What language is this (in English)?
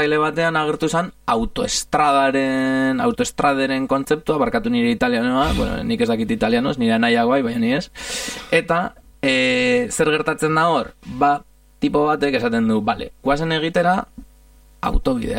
Basque